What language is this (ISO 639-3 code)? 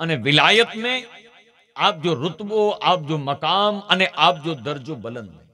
snd